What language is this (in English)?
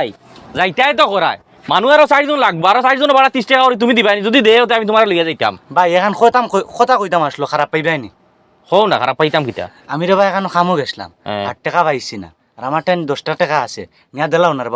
Sylheti